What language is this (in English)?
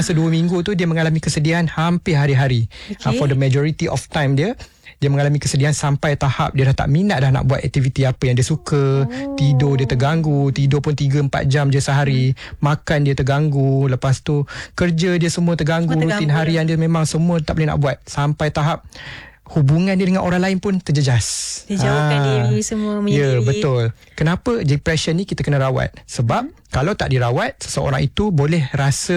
Malay